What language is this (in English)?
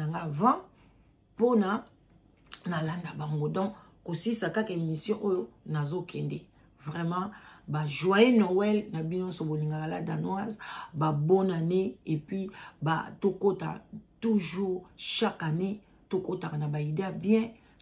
Lingala